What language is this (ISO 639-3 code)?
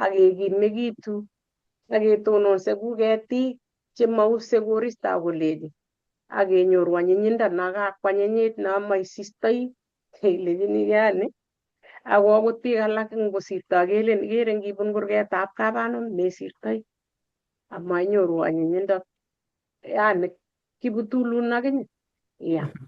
kln